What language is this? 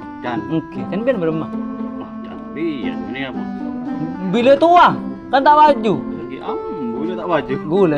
Madurese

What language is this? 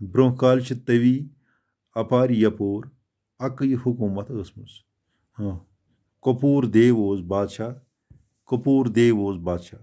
Kashmiri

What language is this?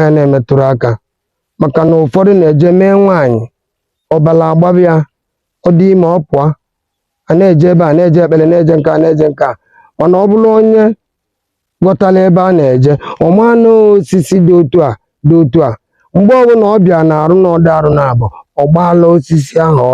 Igbo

